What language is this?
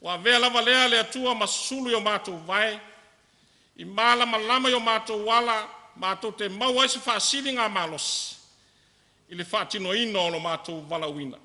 Samoan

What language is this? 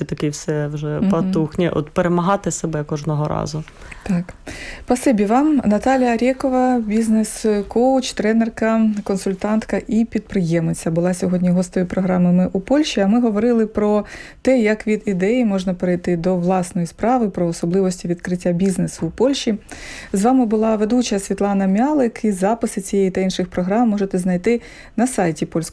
Ukrainian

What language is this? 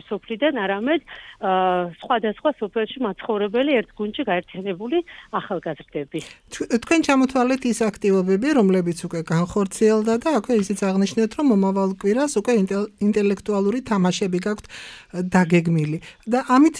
Georgian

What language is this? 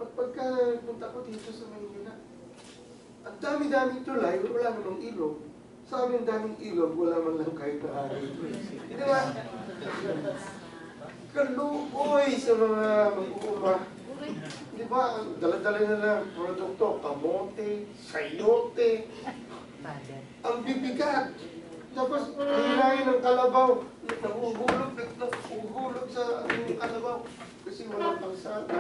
Filipino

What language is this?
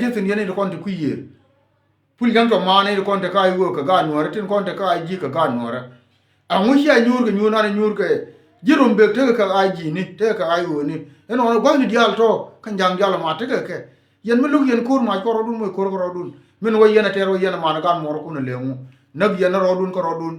Nuer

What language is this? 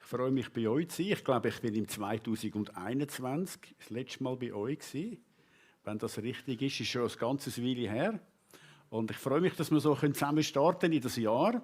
Swiss German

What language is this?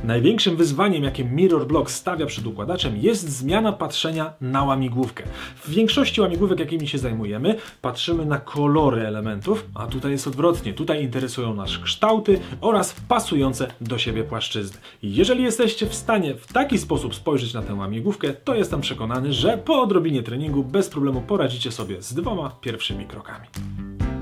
Polish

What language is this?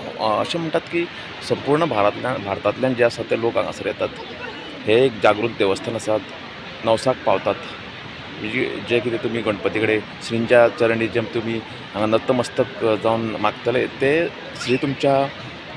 Konkani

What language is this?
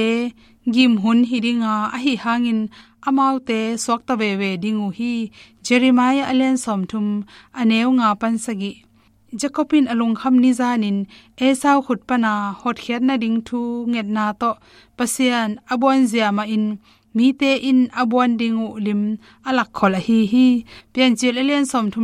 Tedim Chin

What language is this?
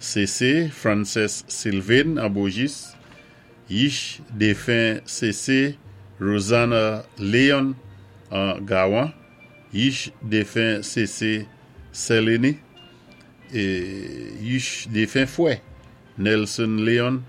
Saint Lucian Creole French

